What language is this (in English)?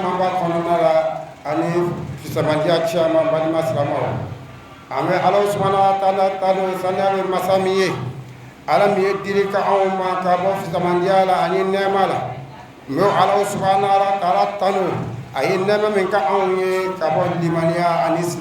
Bambara